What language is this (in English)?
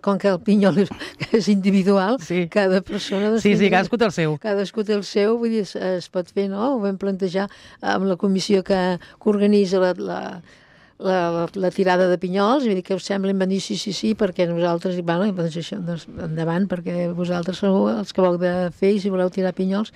Catalan